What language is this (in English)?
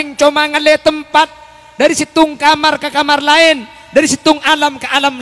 Madurese